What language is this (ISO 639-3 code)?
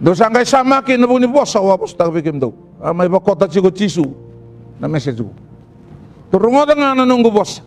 fij